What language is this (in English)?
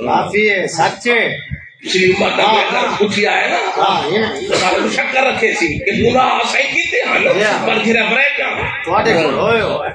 Saraiki